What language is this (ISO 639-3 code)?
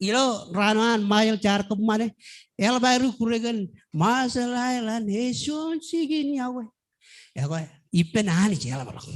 mah